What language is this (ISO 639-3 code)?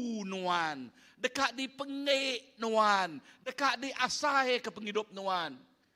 iba